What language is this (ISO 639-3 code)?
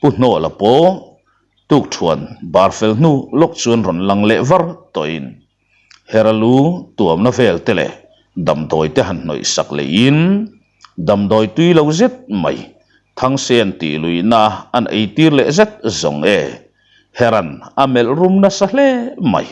lus